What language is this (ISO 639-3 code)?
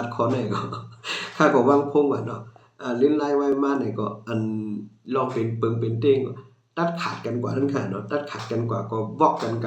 shn